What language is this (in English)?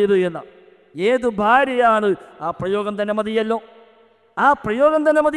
Malayalam